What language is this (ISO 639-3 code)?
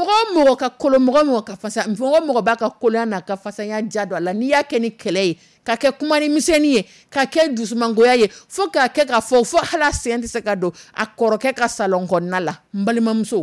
dyu